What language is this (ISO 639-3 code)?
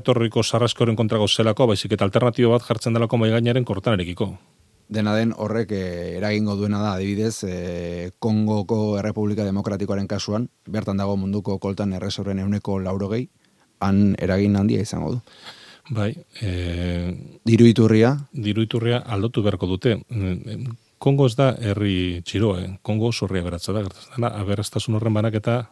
eus